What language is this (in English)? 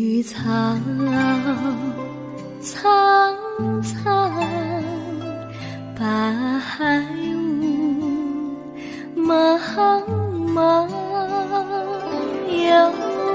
Chinese